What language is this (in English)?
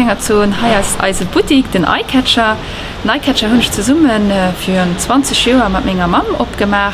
Luxembourgish